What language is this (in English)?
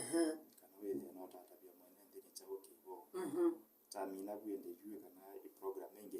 Kamba